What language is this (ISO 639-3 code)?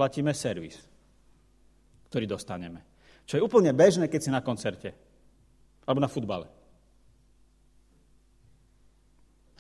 slk